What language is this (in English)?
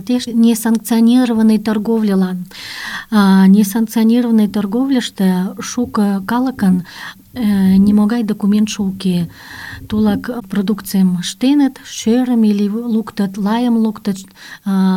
Mari